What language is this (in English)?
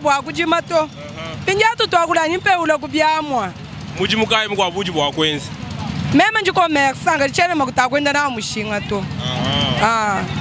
Luba-Lulua